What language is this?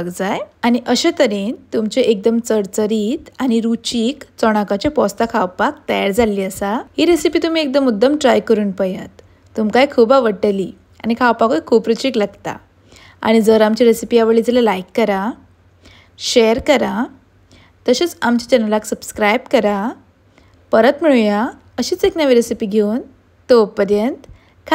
Konkani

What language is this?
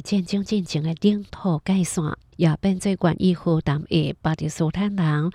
Hakka Chinese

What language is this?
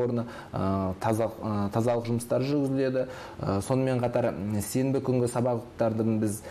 Kazakh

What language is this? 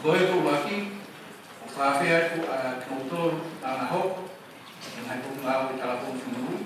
Tongan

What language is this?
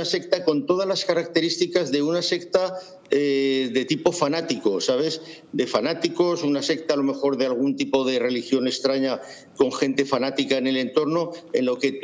Spanish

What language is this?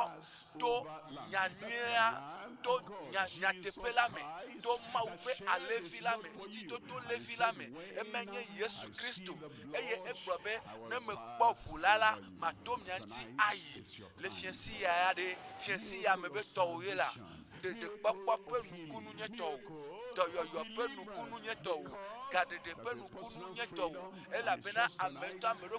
Ewe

